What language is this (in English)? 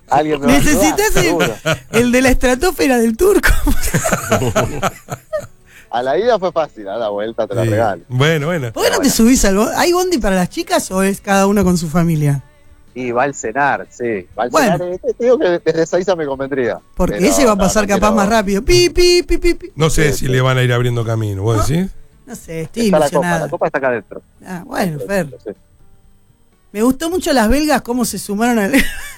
Spanish